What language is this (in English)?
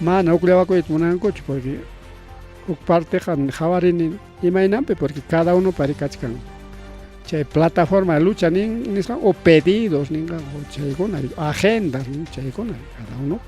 Ayacucho Quechua